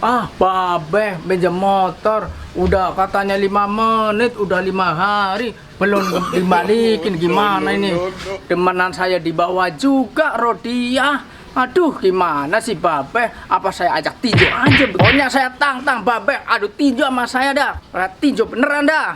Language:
Betawi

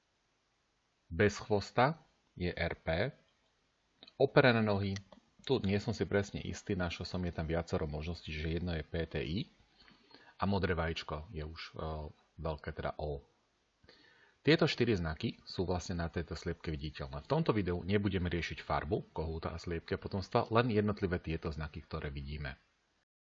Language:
Slovak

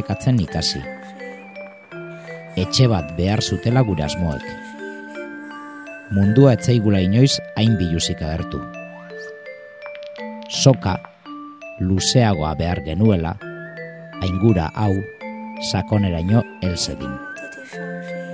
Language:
Basque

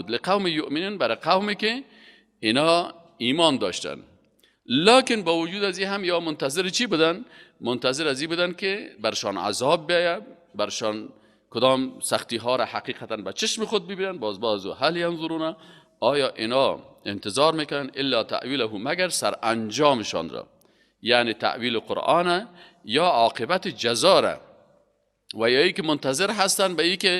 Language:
Persian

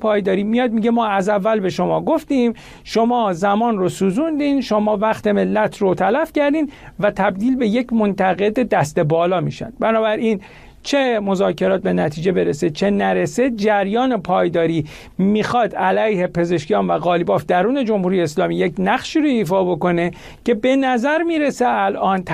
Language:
Persian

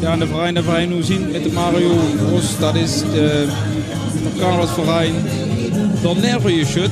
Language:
Limburgish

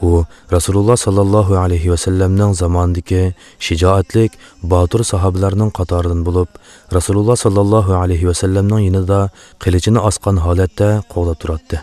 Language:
Uyghur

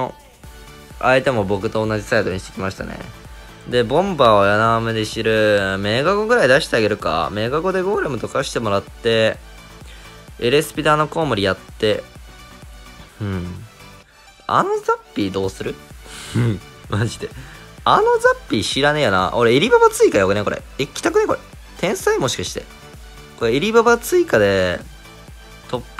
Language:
Japanese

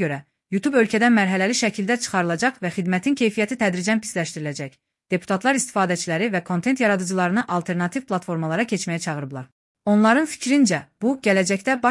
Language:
Azerbaijani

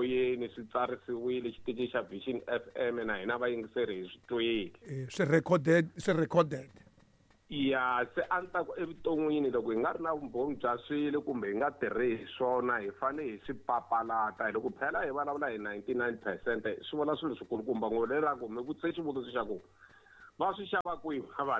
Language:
Tsonga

